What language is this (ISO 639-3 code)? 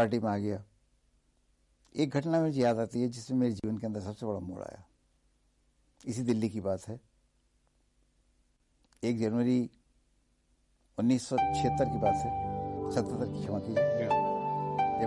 hin